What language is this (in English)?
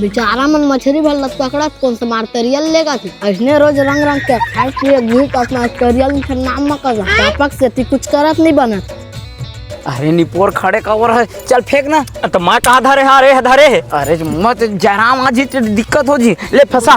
Chhattisgarhi